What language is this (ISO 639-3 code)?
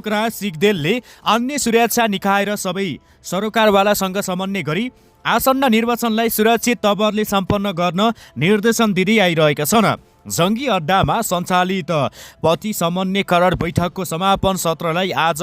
nep